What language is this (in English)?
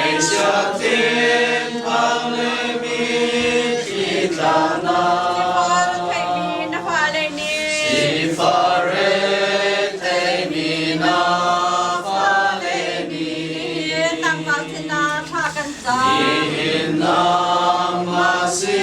Hakha Chin